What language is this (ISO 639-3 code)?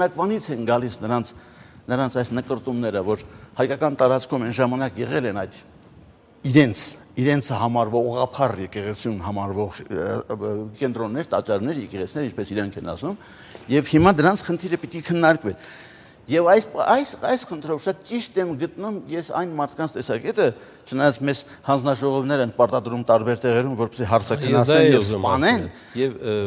hye